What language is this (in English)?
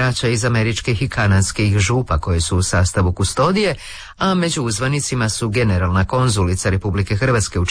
Croatian